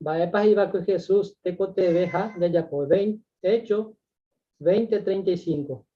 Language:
Guarani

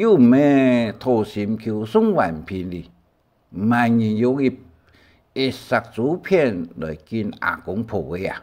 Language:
Hakka Chinese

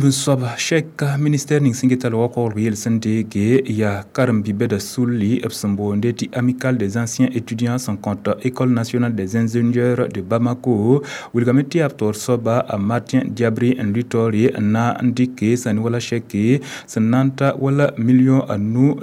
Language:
Mossi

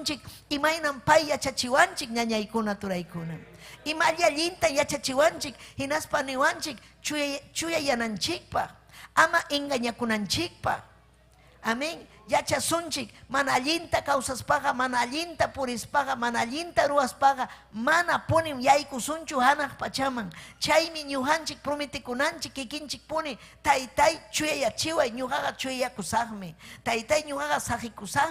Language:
Ayacucho Quechua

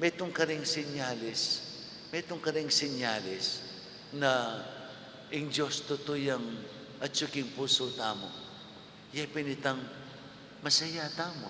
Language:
Pampanga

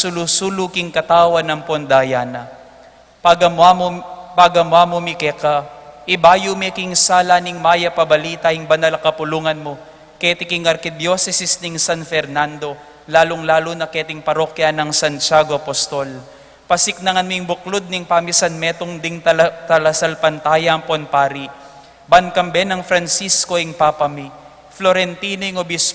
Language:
Pampanga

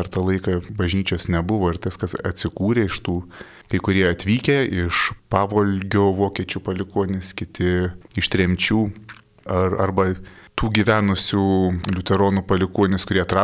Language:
Lithuanian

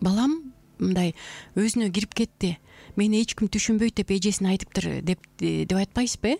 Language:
Kyrgyz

